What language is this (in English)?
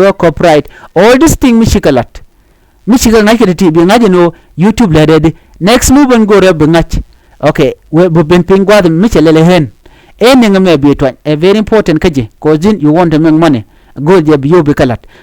Nuer